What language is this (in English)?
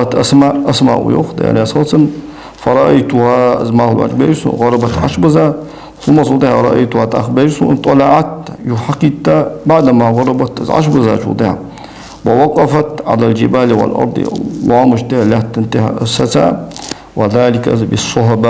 Ingush